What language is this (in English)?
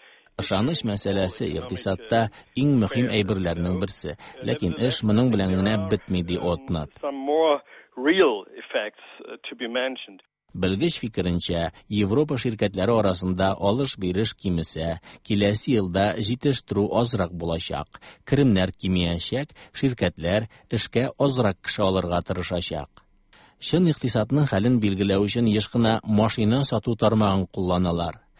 Tatar